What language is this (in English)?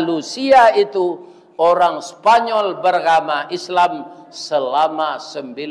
Minangkabau